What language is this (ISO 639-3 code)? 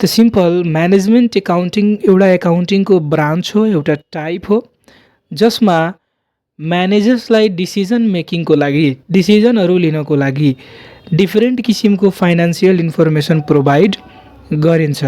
nep